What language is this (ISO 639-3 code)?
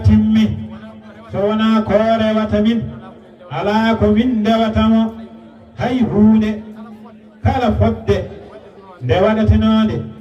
ful